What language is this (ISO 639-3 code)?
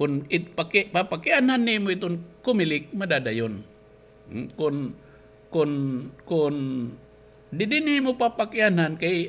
war